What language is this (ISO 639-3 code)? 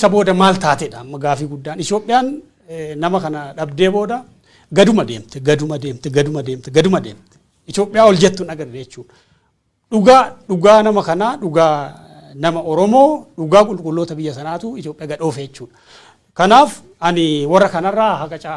orm